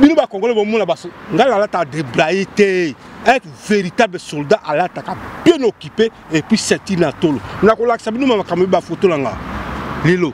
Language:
Lingala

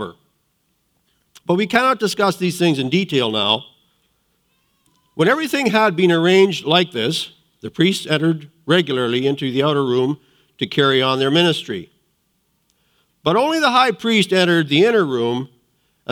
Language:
English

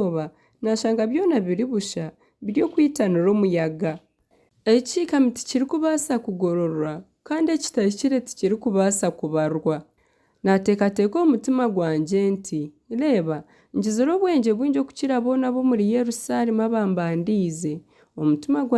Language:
Nyankole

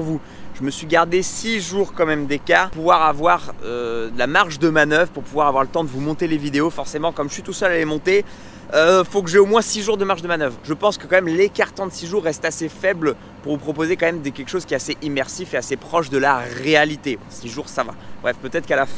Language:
French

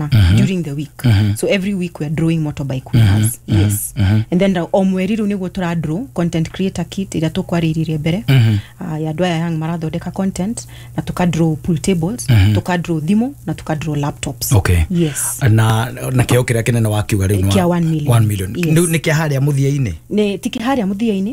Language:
Kikuyu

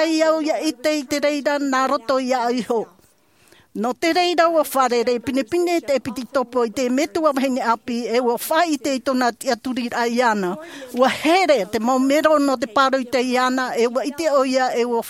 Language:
Tahitian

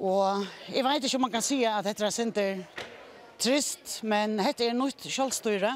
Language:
Faroese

